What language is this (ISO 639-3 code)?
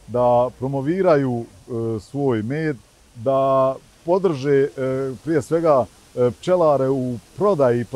bos